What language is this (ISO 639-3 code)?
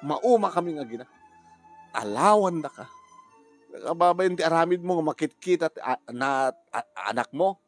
ilo